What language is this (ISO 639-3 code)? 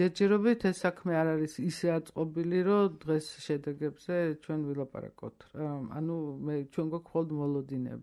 kat